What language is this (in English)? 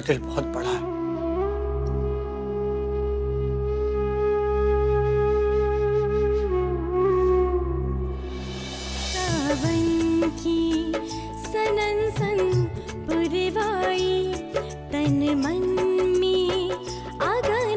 Hindi